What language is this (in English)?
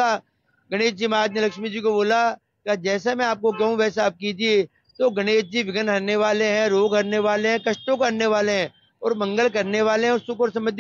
Hindi